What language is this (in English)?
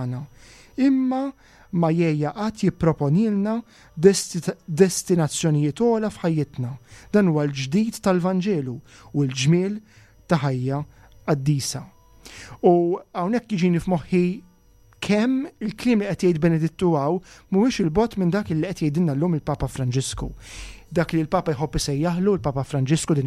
Maltese